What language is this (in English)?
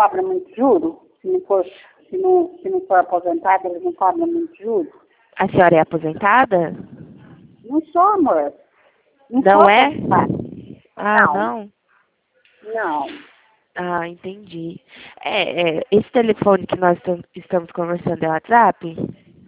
Portuguese